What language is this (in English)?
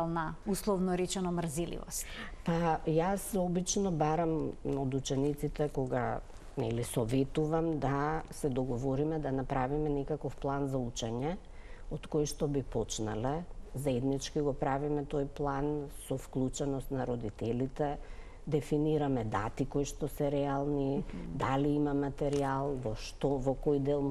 Macedonian